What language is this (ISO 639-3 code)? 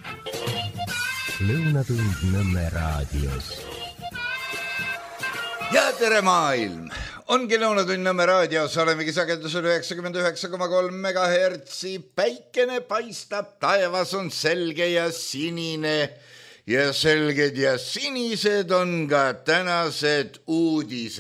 est